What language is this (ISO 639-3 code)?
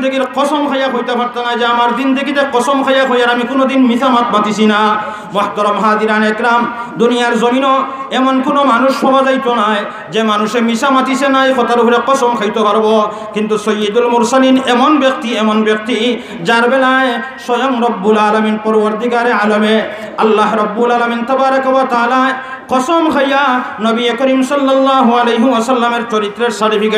syl